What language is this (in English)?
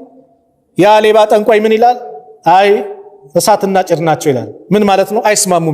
Amharic